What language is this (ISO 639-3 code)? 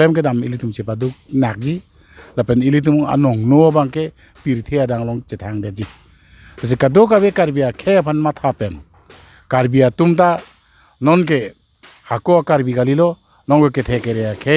mjw